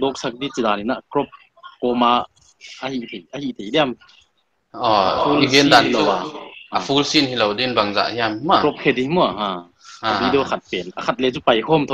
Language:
Paite Chin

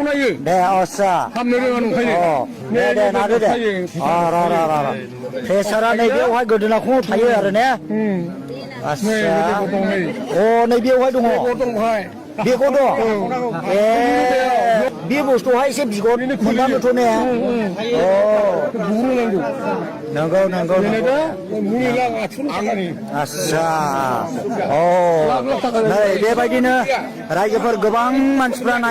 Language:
Bodo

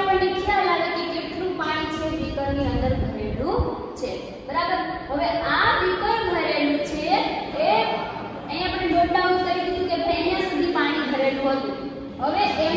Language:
Gujarati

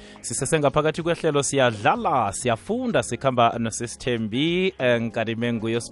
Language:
South Ndebele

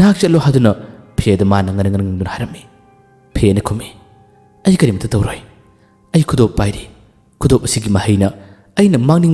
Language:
Manipuri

